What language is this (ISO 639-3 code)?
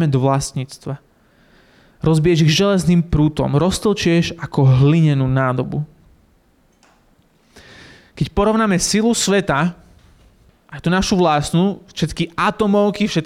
slk